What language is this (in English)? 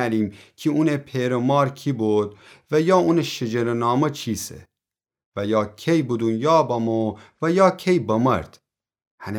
Gilaki